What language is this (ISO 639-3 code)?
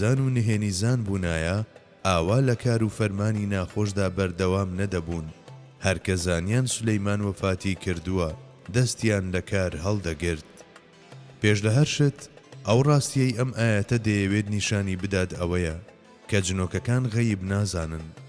ckb